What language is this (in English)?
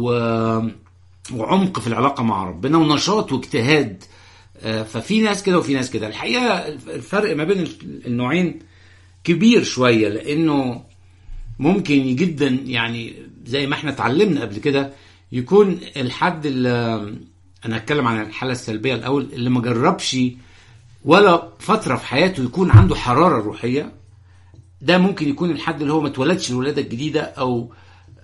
Egyptian Arabic